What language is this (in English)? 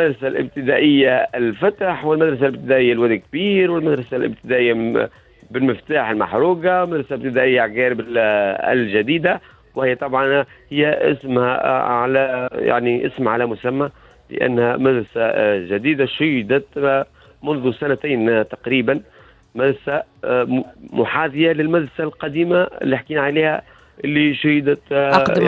Tunisian Arabic